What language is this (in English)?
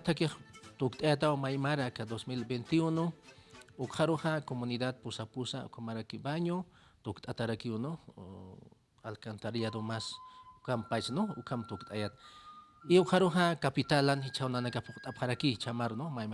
Aymara